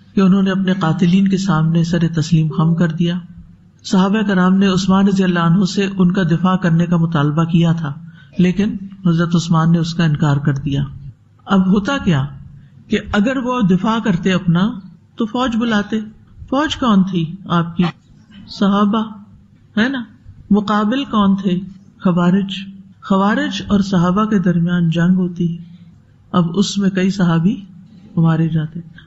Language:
Urdu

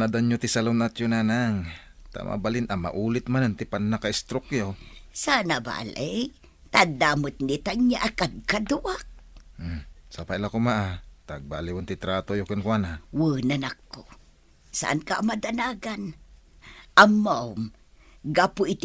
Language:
Iloko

